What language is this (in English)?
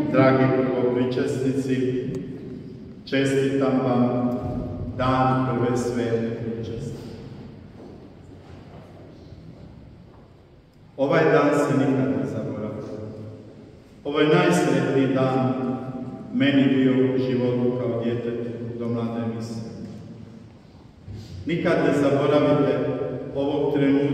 Croatian